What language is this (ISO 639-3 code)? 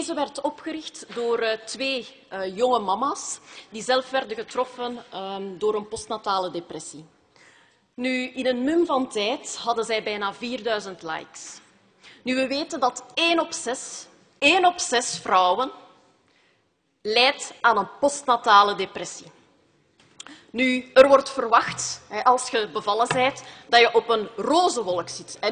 nld